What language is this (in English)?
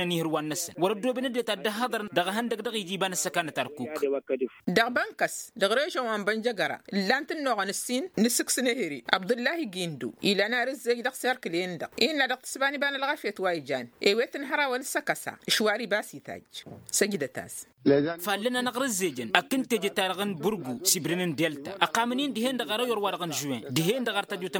Tamasheq